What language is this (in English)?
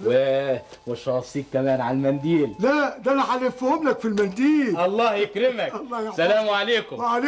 Egyptian Arabic